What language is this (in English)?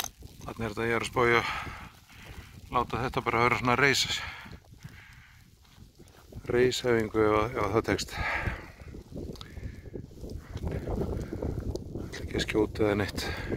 Icelandic